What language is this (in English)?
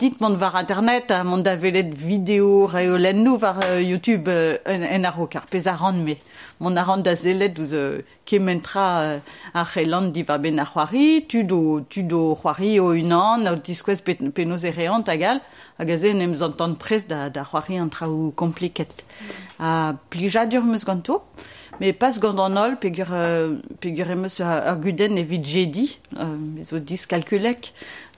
Breton